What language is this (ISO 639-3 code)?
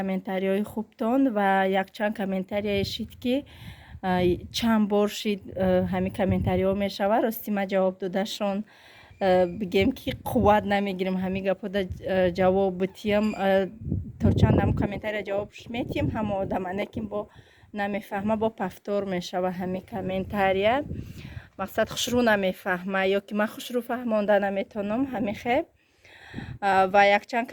tgk